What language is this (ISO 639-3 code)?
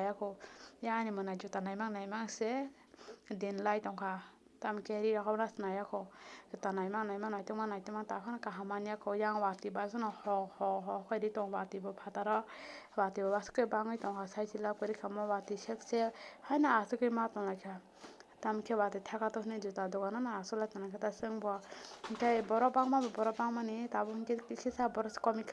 trp